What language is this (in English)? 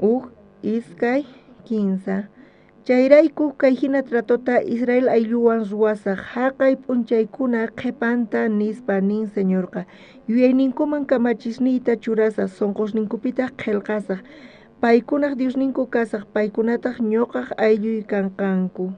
South Bolivian Quechua